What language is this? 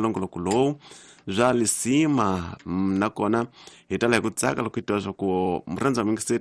Tsonga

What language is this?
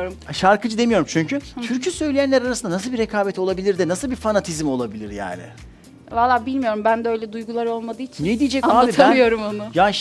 Turkish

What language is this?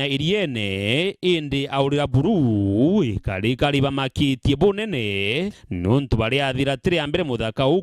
Meru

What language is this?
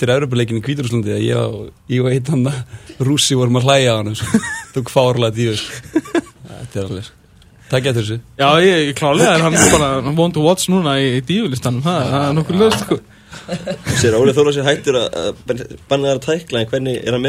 Icelandic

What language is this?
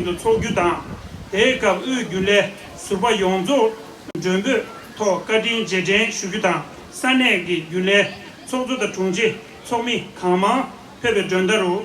Tibetan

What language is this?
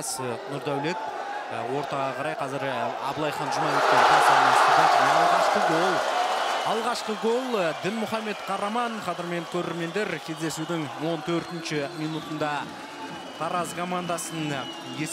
Kazakh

